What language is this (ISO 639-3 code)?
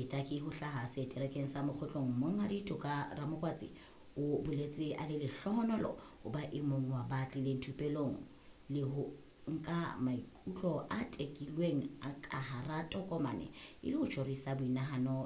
sot